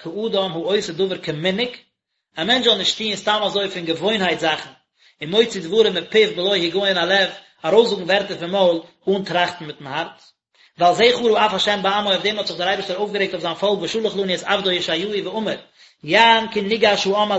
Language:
Yiddish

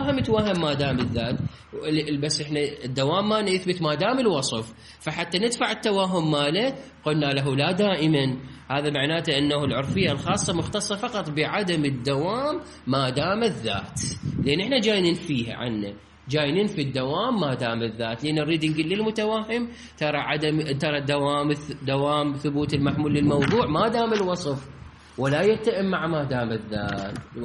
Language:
Mesopotamian Arabic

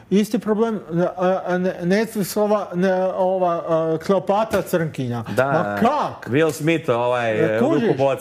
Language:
Croatian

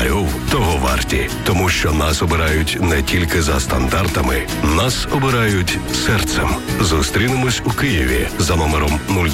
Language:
Ukrainian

